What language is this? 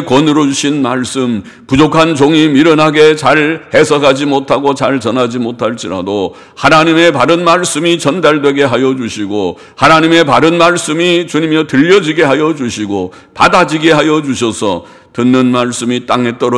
Korean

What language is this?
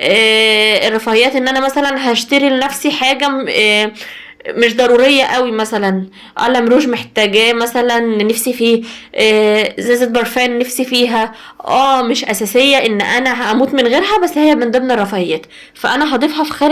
Egyptian Arabic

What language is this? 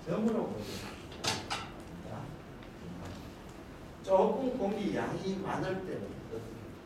Korean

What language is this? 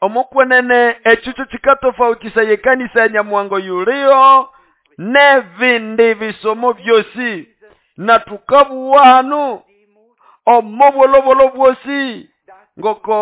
Nande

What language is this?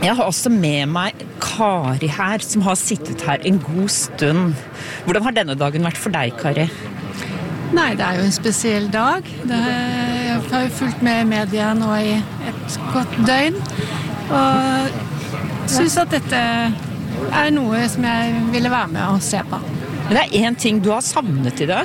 Norwegian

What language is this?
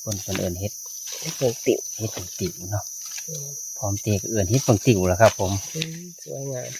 Northeastern Thai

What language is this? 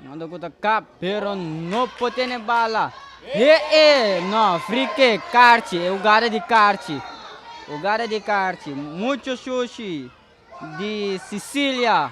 Papiamento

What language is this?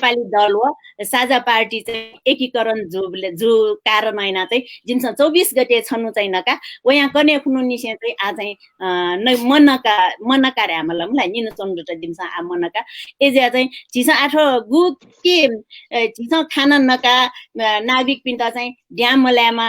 Newari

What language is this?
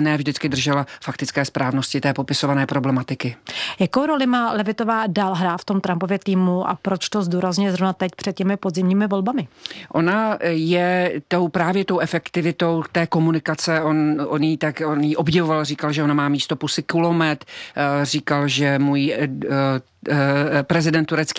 Czech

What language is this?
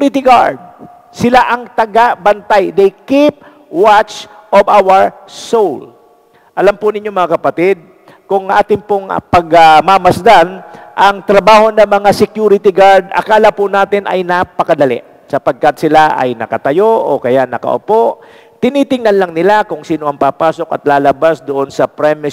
Filipino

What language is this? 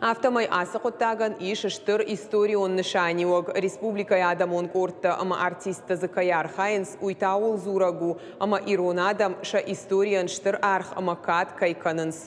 Ossetic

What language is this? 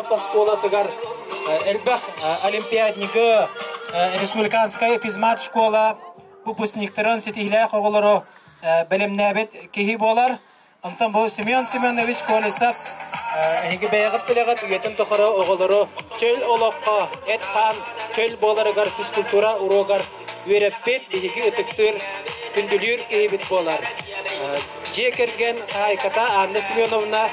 Yakut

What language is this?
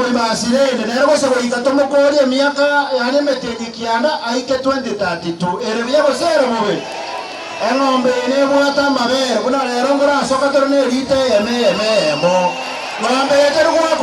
Gusii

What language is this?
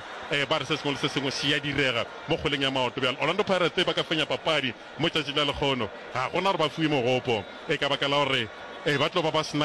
Northern Sotho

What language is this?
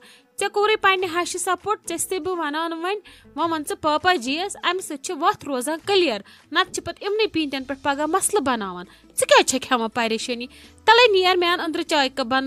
Kashmiri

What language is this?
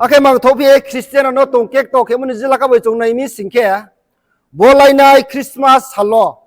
Riang (India)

